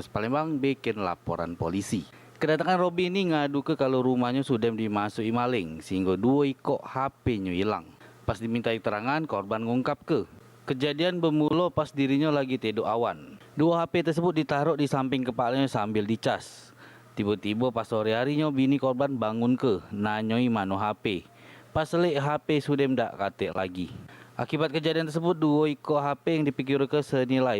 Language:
Musi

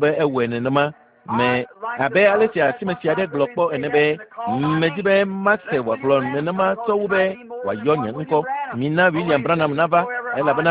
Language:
Ewe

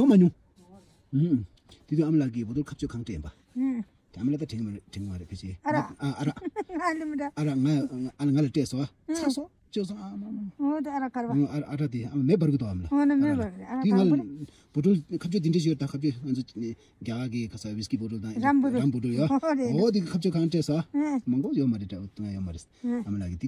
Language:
Tibetan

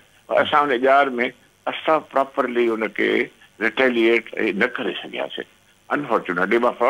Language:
Sindhi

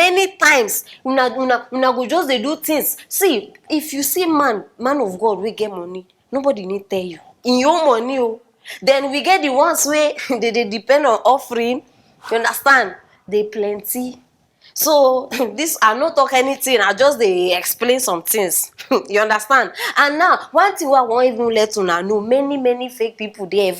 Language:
Nigerian Pidgin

